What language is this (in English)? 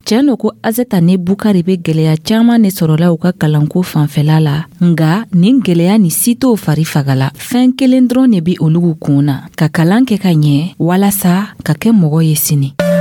Dyula